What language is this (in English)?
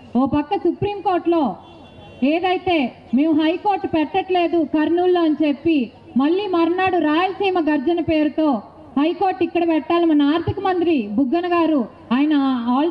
Telugu